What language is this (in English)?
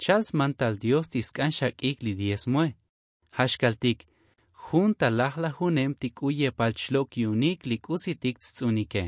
Tzotzil